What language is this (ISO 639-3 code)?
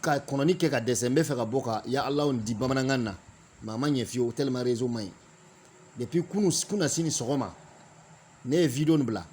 bam